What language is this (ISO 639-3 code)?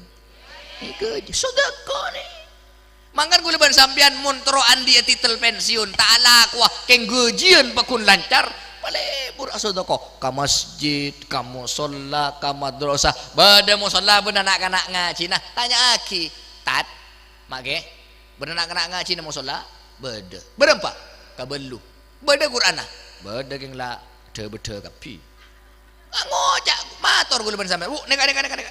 mad